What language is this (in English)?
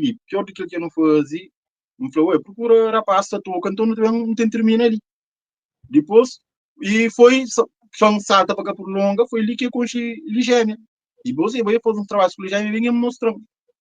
Kabuverdianu